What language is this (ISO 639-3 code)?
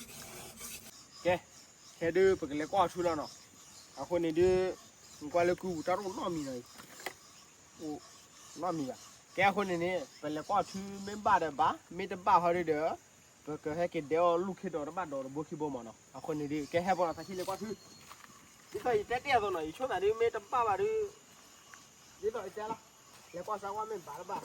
ksw